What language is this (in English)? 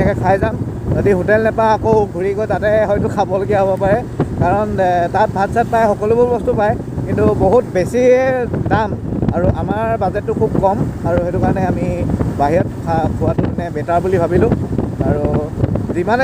Assamese